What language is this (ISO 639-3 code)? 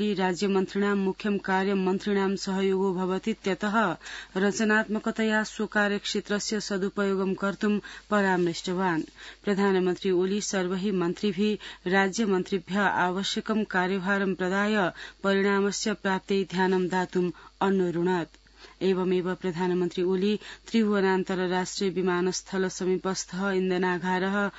san